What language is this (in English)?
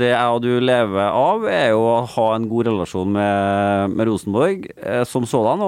Norwegian